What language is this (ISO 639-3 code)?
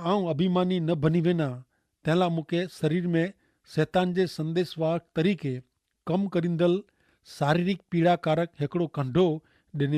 kfr